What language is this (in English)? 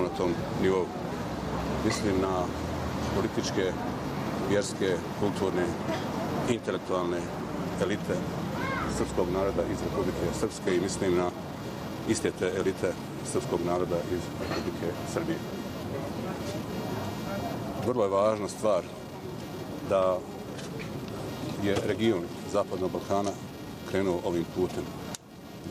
Bosnian